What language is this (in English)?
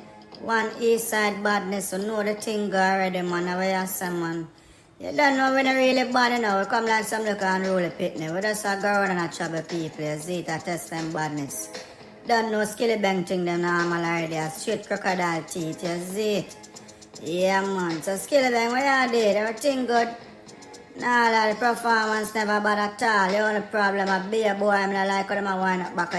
Jamaican Creole English